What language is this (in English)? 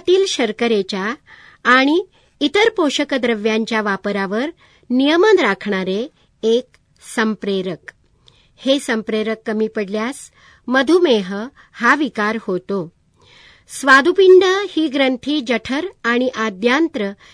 Marathi